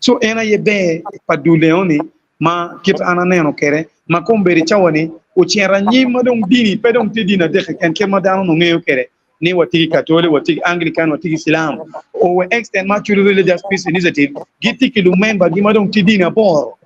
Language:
Acoli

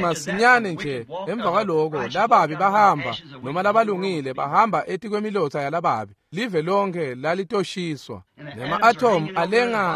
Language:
Swati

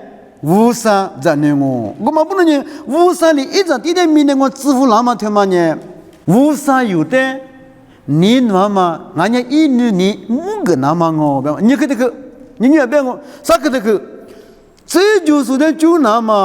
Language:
Lisu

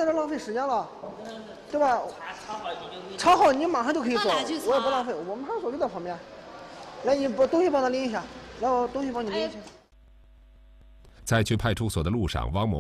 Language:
Chinese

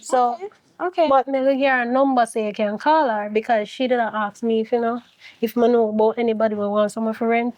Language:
Jamaican Creole English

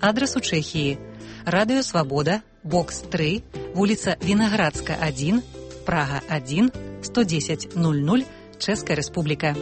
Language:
Belarusian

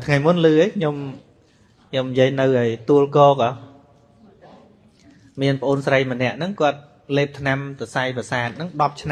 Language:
Khmer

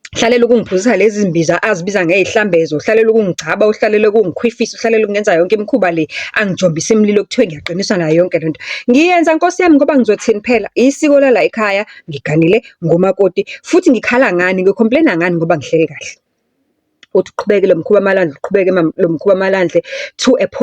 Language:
Zulu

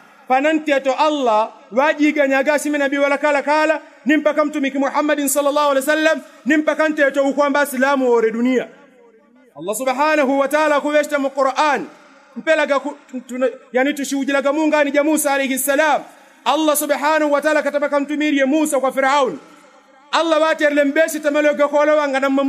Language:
Yao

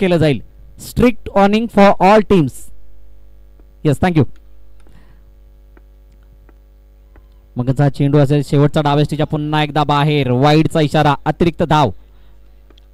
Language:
Marathi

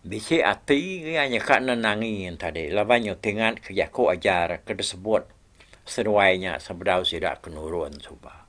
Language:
Iban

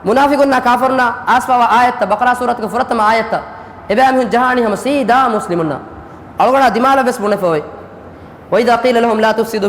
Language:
Divehi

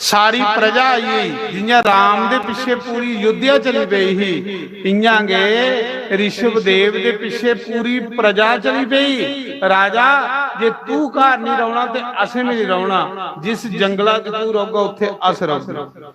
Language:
Dogri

